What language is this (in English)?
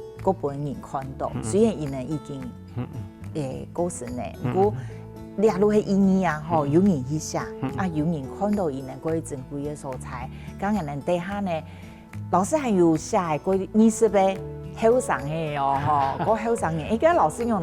Hakka Chinese